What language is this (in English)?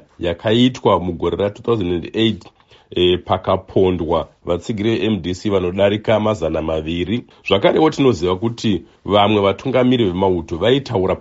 Shona